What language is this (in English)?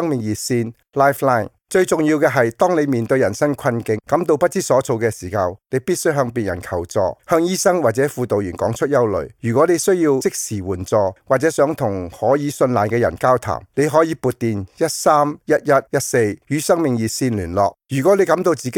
Cantonese